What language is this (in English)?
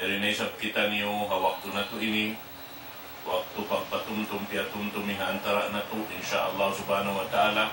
Tausug